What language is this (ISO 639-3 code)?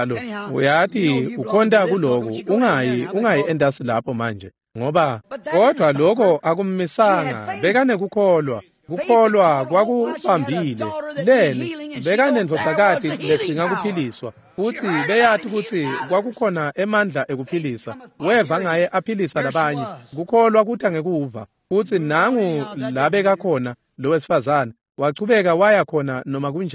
ssw